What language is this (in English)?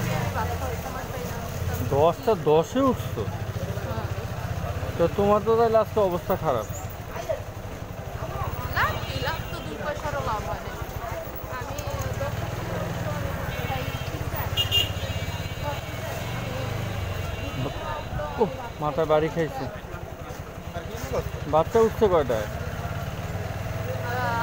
Bangla